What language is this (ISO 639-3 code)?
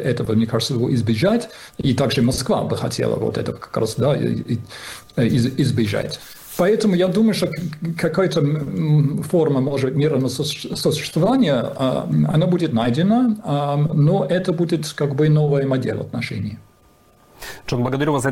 rus